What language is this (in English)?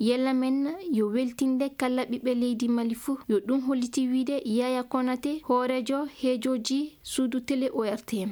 Fula